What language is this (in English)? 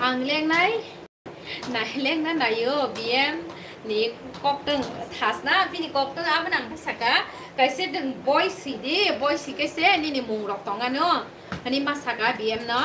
Kok Borok